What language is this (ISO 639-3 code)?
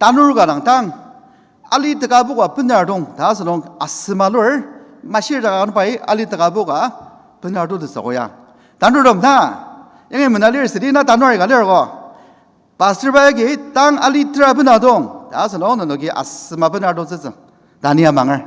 njo